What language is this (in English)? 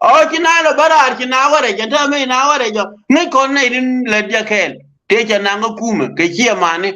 Nuer